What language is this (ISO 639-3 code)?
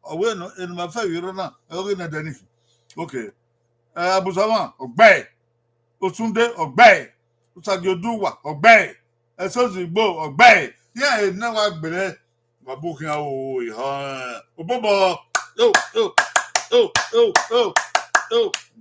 bin